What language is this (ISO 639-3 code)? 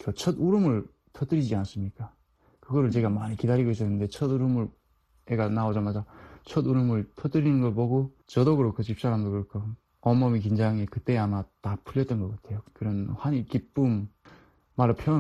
kor